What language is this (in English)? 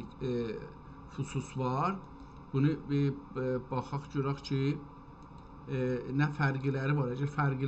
South Azerbaijani